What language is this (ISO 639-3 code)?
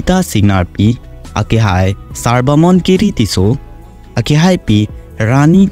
mjw